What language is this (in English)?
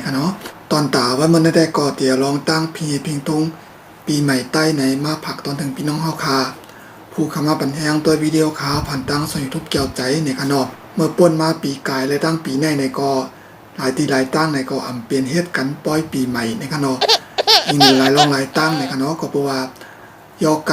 Shan